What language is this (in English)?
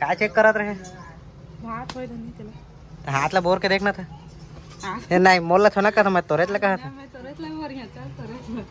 Chhattisgarhi